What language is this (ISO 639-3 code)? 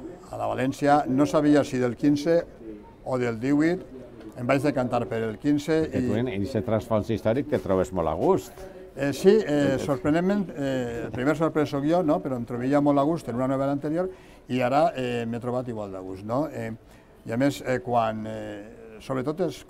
cat